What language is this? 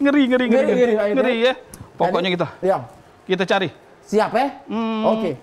Musi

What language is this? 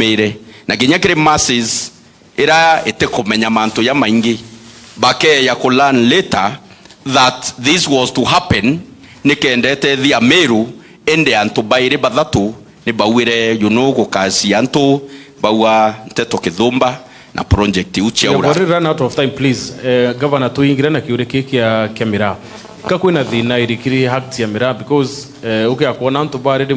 Meru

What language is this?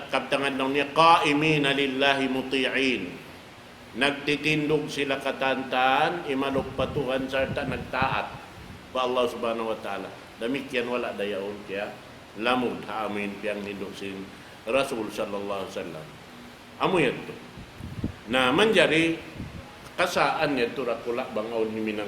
Tausug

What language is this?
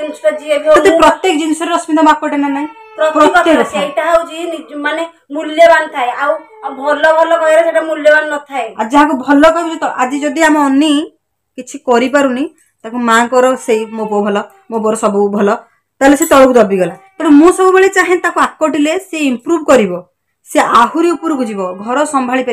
Odia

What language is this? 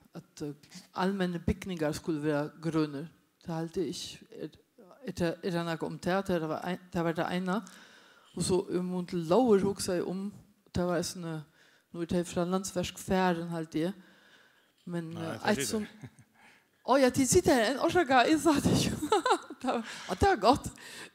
Faroese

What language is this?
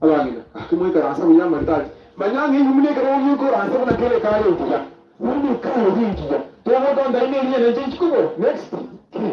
Gusii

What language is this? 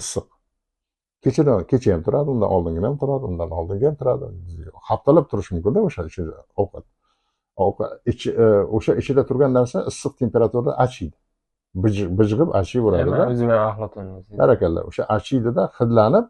Uzbek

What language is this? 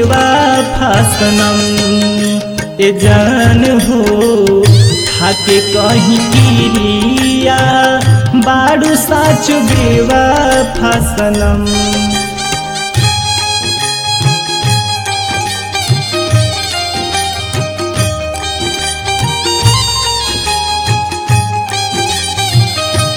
Bhojpuri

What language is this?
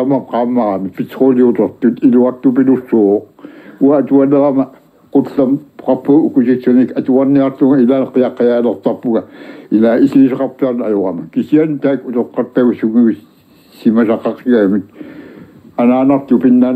Kalaallisut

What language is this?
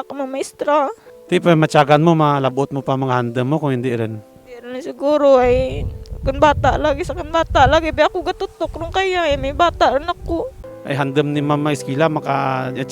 Kinaray-a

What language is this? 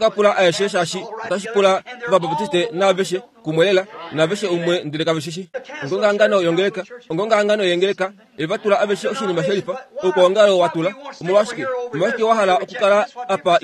Kuanyama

